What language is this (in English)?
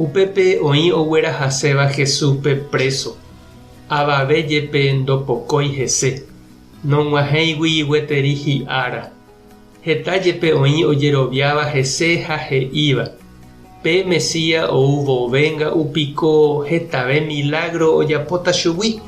Guarani